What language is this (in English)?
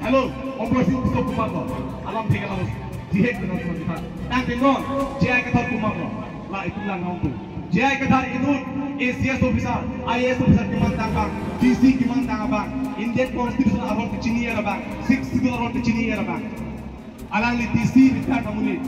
Karbi